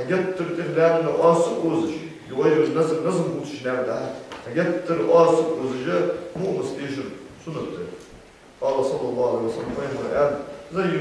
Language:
Ingush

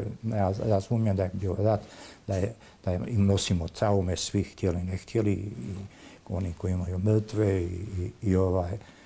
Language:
Bosnian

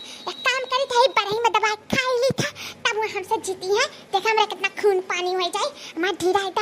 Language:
Awadhi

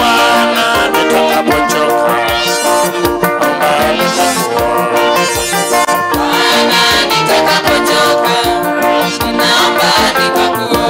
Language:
Swahili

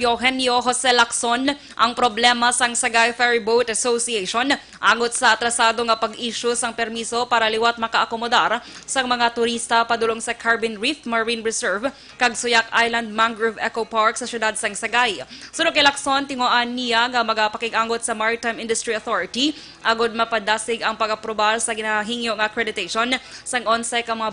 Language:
Hiligaynon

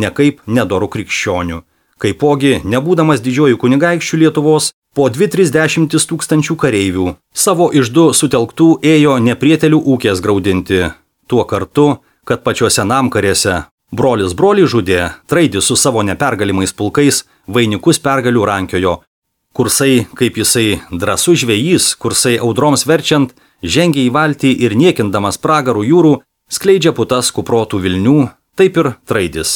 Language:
Lithuanian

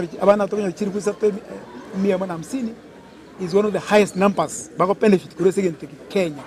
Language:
Gusii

